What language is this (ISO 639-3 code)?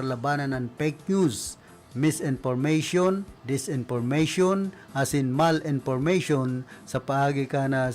bik